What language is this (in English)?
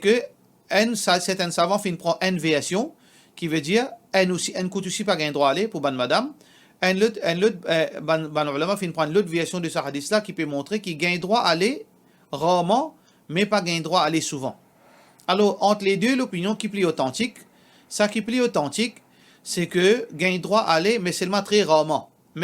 Morisyen